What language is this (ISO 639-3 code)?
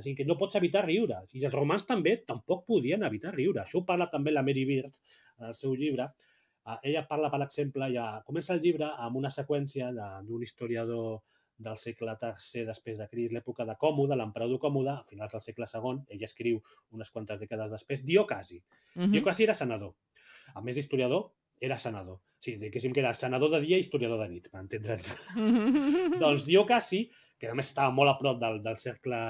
cat